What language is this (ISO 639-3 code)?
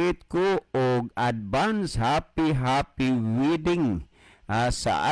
ceb